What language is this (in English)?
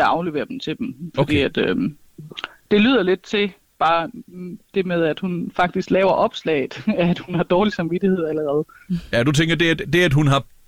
Danish